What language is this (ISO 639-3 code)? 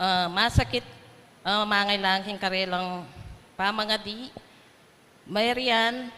pam